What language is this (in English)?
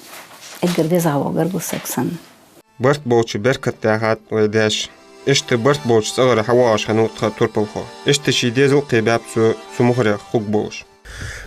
Ingush